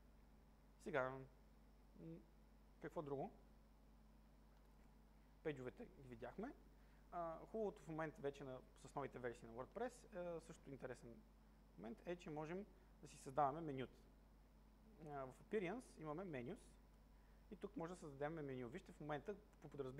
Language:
Bulgarian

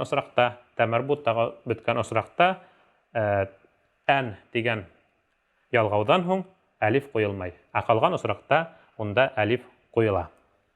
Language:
Bashkir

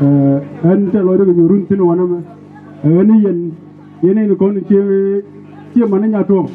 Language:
Nuer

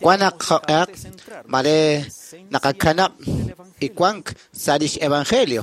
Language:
Kekchí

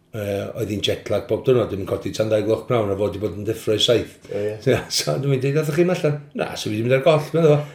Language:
Welsh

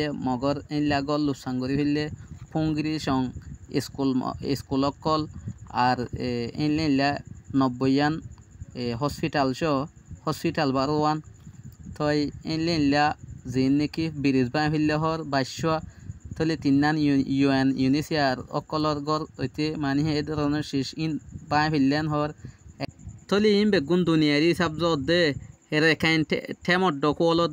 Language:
Rohingya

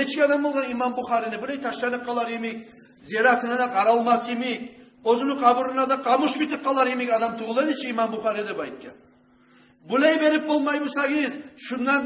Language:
Kumyk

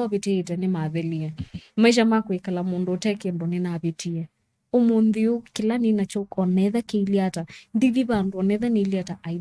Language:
Kamba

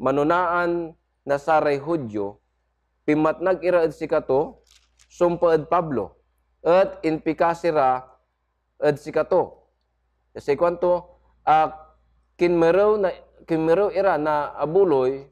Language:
Pangasinan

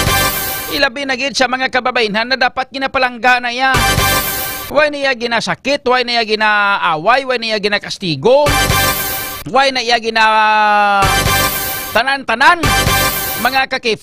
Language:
Hiligaynon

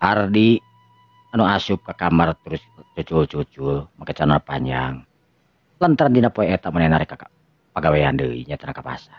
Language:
Sundanese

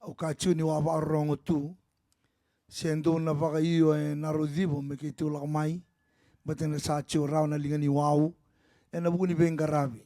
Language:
Fijian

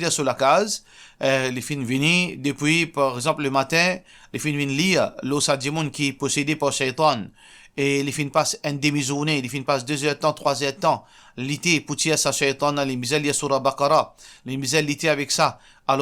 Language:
Morisyen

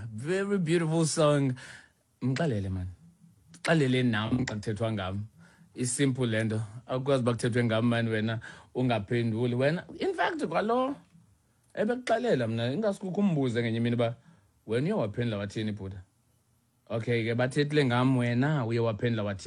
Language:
Xhosa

